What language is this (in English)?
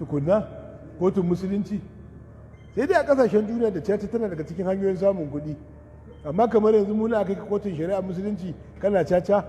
Hausa